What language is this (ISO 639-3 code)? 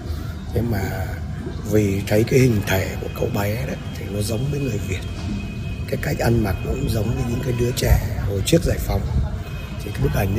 vie